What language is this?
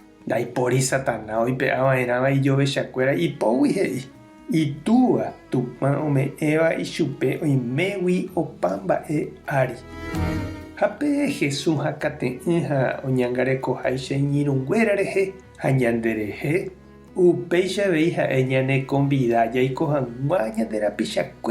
Guarani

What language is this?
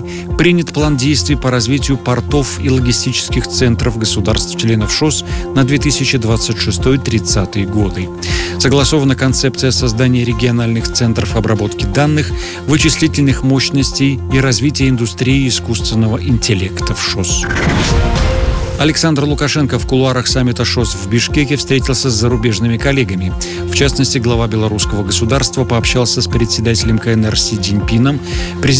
Russian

